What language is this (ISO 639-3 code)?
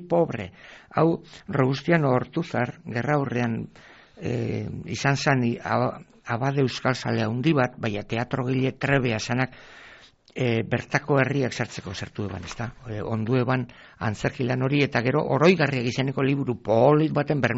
eus